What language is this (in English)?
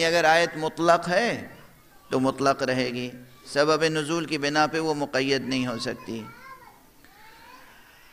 Urdu